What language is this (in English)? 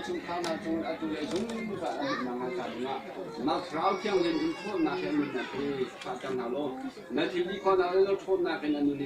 Hakha Chin